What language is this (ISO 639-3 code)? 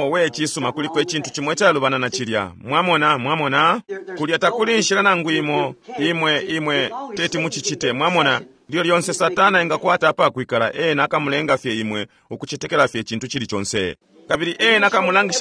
bem